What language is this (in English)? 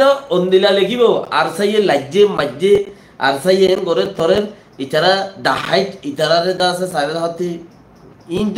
Rohingya